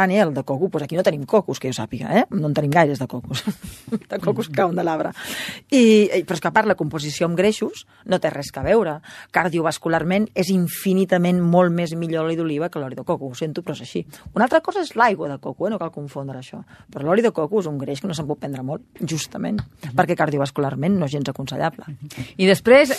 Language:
Catalan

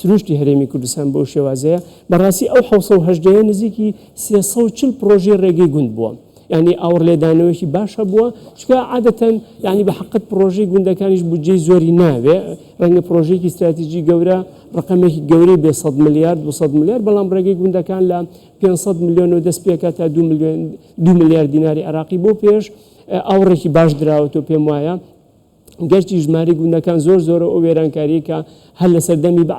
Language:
Central Kurdish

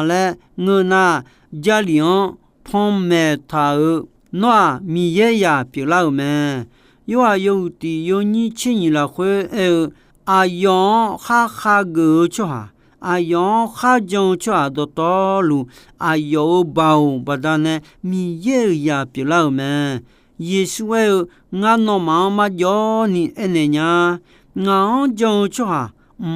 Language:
Akha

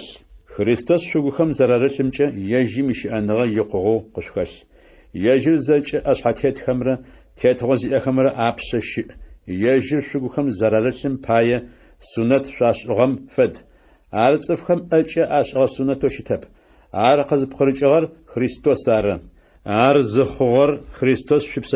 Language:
Adyghe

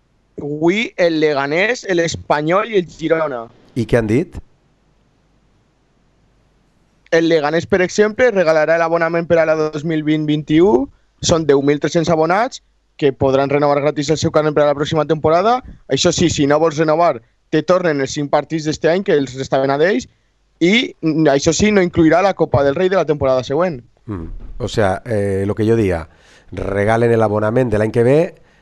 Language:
Catalan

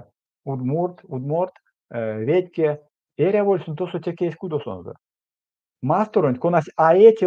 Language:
Erzya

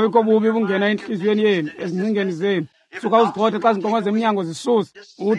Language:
Xhosa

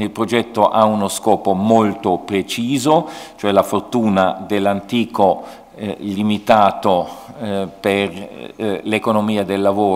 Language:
Italian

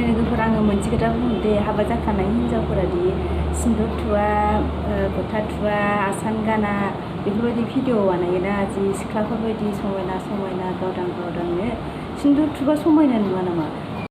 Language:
Bodo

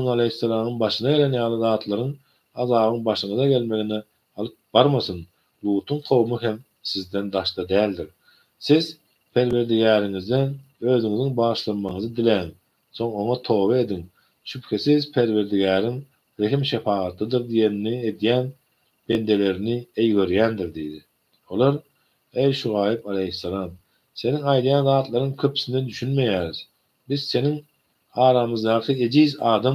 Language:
Turkmen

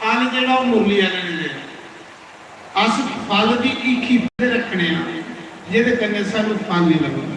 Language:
Dogri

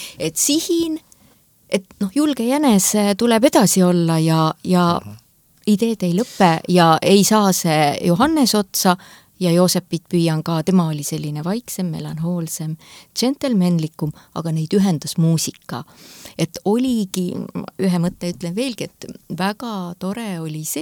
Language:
Estonian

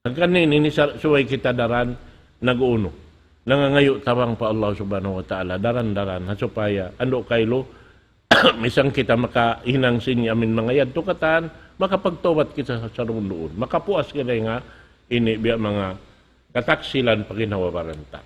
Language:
Tausug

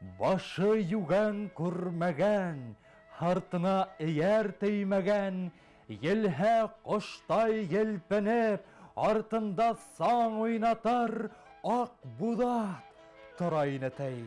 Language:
Bashkir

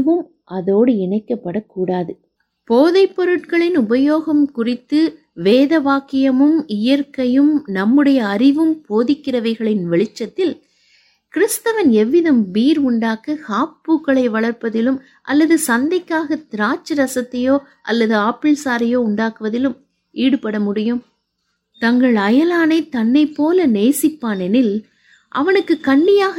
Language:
Tamil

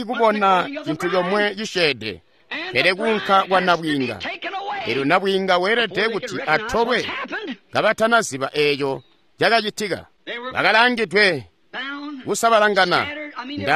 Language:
Tonga (Zambia)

